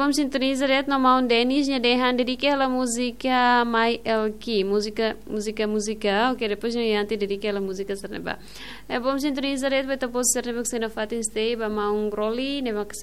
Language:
Tetum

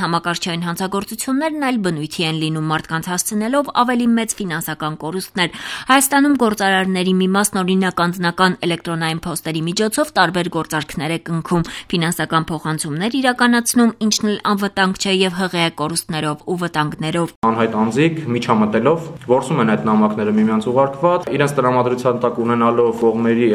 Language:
Armenian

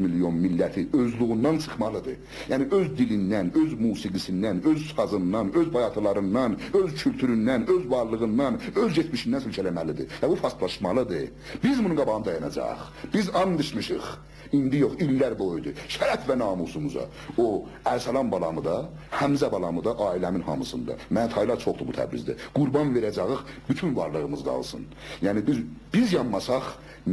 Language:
South Azerbaijani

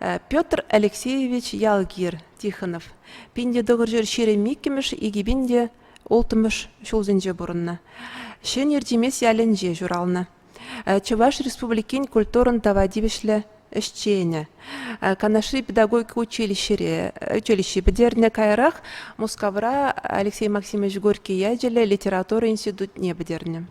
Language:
Chuvash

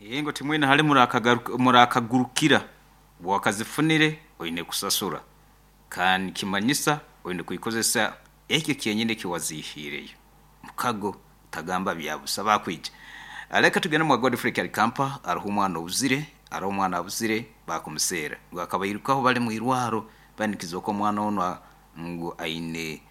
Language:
Nyankole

